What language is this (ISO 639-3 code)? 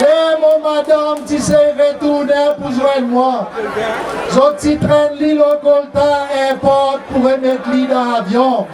crs